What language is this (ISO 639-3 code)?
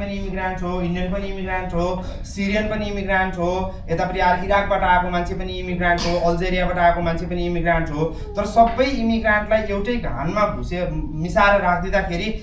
nep